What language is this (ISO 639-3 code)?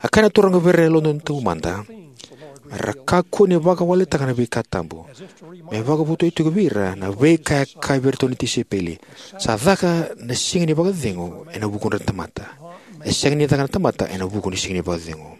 fij